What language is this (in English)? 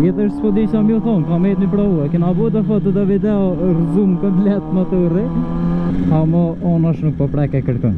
Albanian